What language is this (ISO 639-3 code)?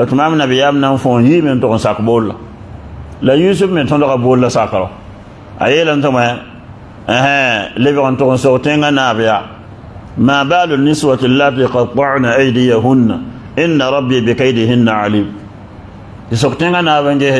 mos